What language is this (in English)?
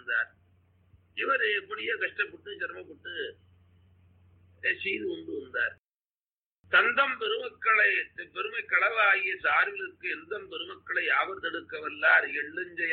Tamil